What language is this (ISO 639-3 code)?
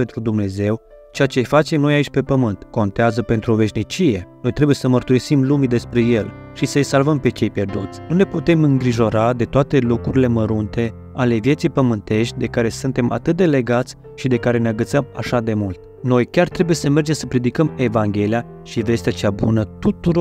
ron